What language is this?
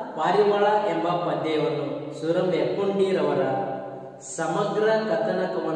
Kannada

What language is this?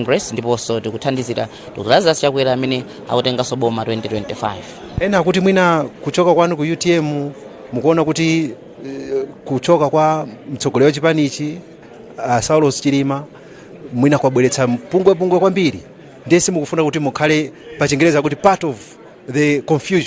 Nyanja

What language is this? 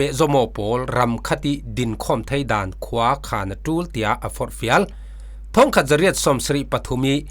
Falam Chin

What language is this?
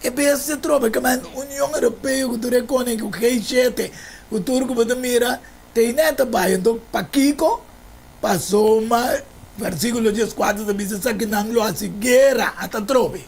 Papiamento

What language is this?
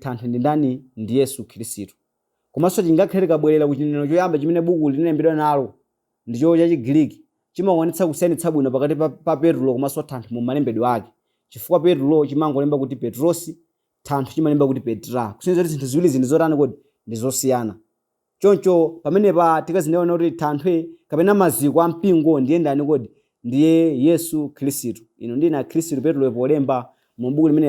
Nyanja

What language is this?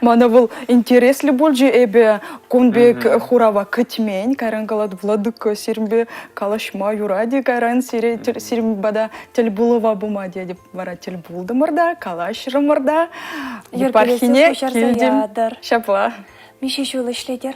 Chuvash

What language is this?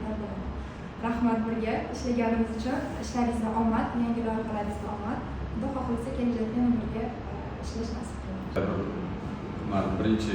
Uzbek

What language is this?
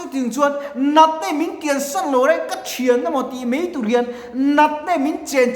Mizo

